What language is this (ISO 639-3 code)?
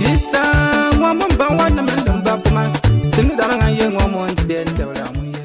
bim